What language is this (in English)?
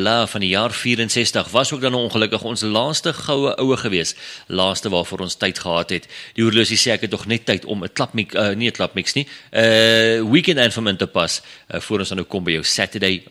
Afrikaans